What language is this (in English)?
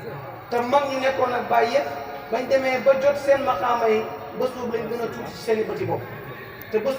Wolof